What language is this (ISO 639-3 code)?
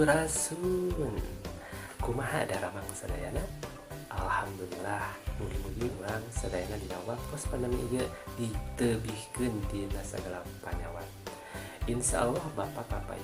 sun